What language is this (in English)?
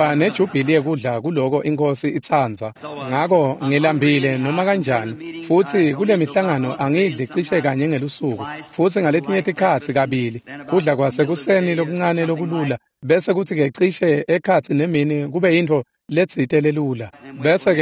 Swati